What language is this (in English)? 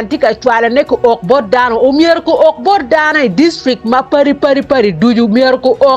Acoli